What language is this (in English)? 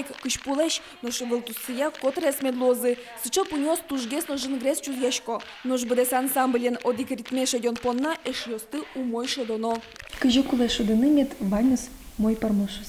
Udmurt